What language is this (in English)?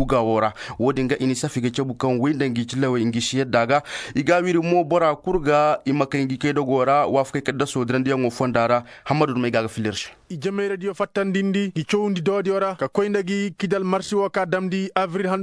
Koyraboro Senni